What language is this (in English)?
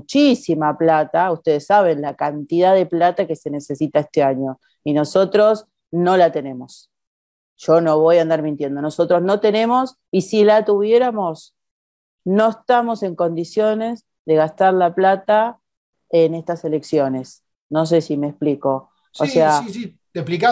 Spanish